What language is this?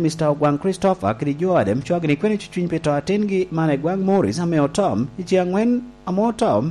Lango (Uganda)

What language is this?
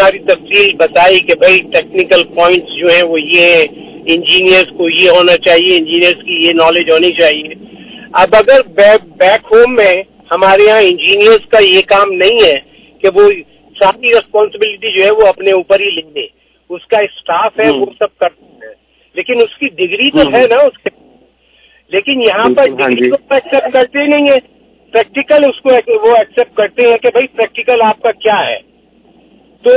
Punjabi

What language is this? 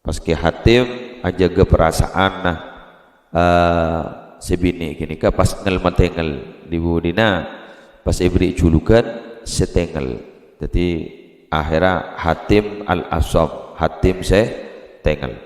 Madurese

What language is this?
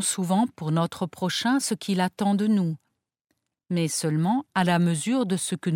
French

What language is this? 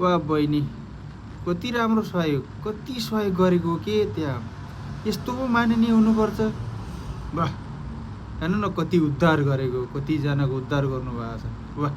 Nepali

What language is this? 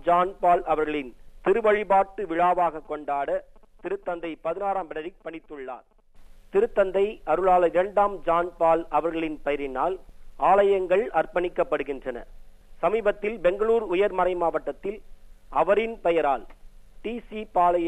Tamil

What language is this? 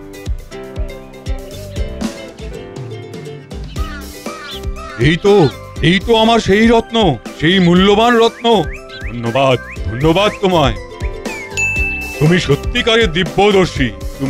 Bangla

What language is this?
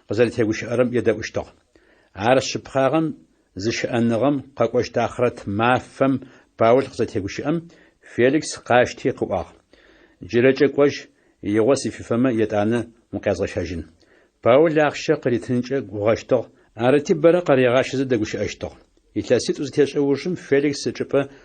Adyghe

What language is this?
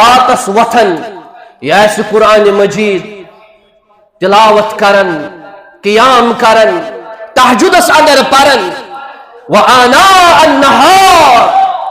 Kashmiri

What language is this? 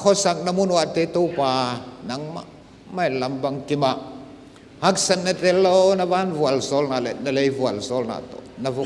Paite Chin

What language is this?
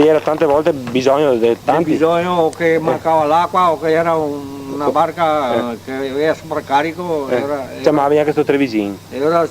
Venetian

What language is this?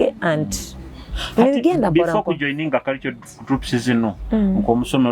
Nyoro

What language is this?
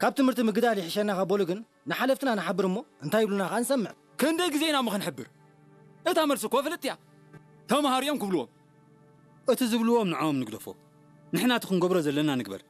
Tigrinya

